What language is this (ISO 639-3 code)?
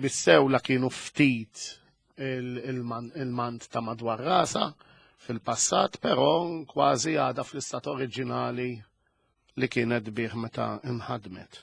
mlt